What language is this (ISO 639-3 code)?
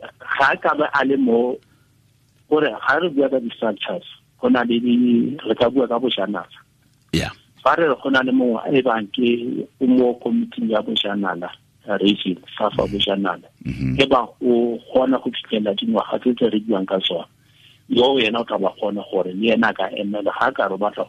tsn